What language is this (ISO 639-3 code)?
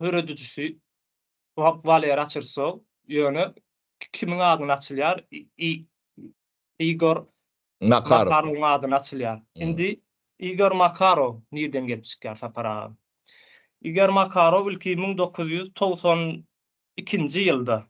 tuk